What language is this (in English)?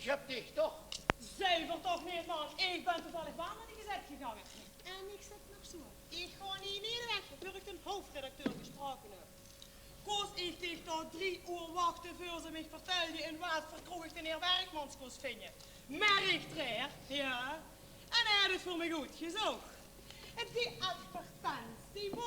Limburgish